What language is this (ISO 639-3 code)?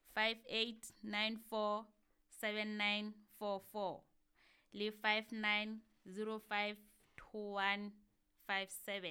sot